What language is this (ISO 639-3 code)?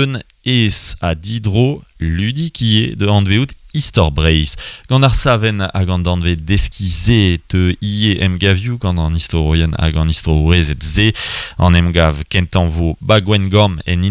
bre